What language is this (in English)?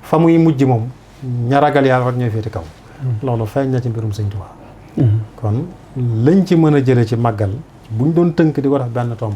Wolof